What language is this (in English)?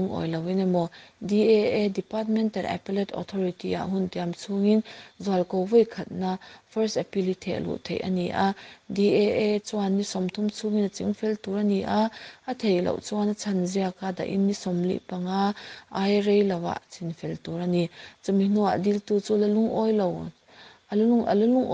Mizo